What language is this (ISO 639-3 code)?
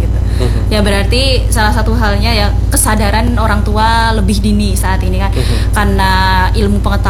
ind